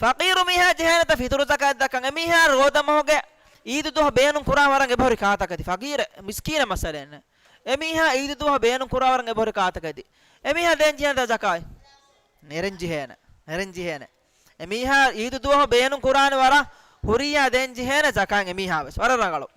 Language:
Divehi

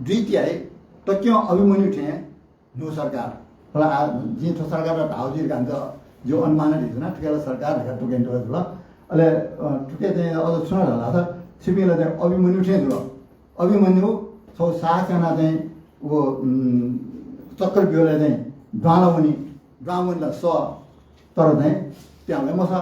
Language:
Newari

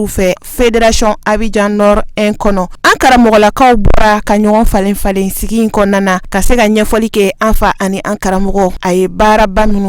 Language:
Bambara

